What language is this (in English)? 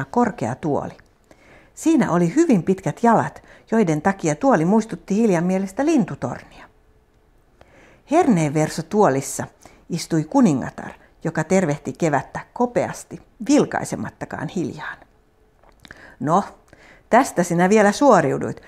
Finnish